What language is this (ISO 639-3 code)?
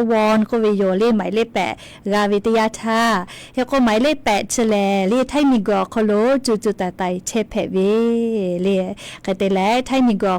lhu